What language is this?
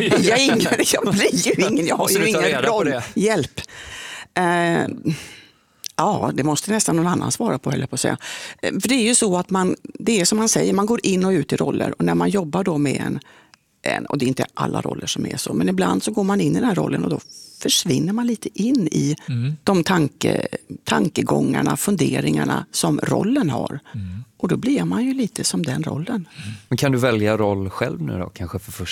Swedish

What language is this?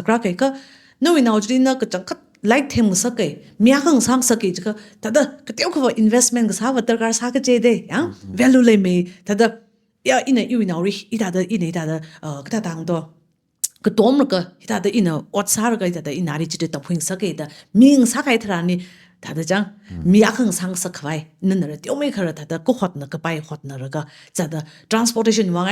Tangkhul Naga (India)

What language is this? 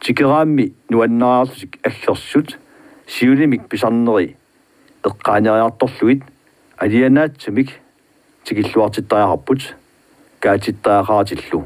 Kalaallisut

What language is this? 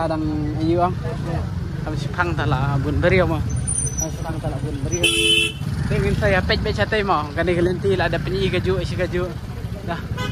Khasi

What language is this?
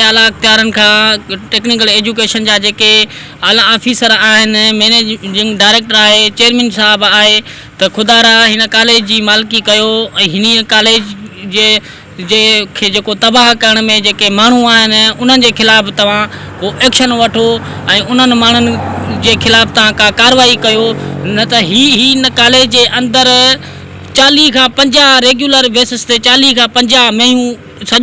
Sindhi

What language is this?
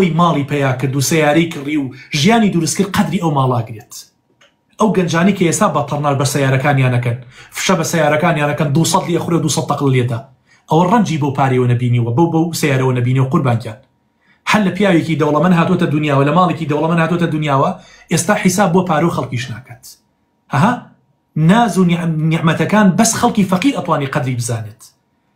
Central Kurdish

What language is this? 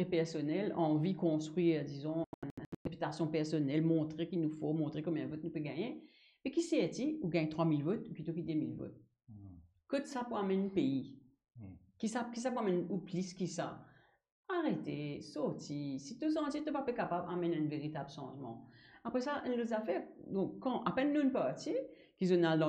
Morisyen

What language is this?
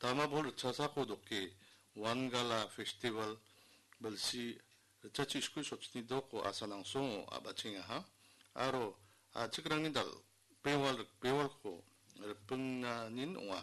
Garo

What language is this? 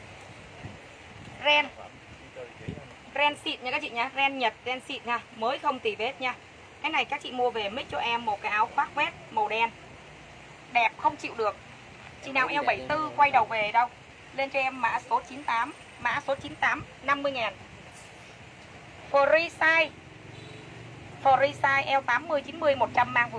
Vietnamese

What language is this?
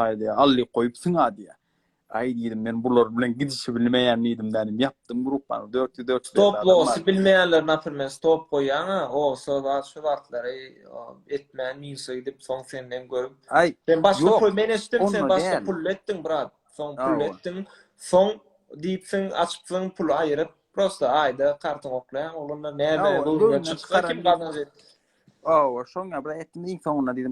Turkmen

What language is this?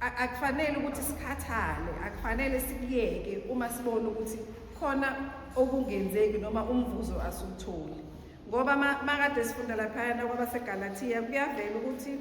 Zulu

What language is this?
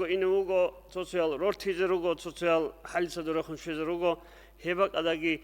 Avaric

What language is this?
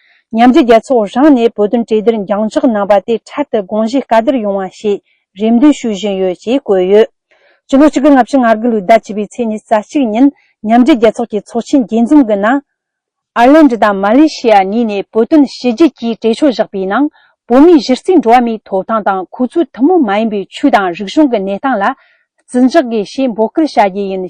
Tibetan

